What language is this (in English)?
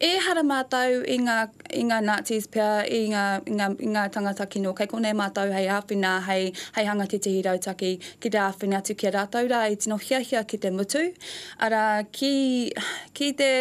Māori